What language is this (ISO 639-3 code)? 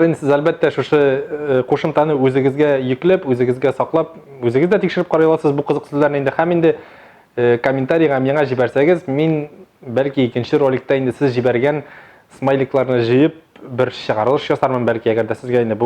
tat